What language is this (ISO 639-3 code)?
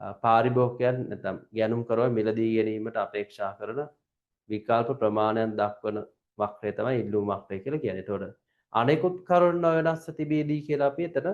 sin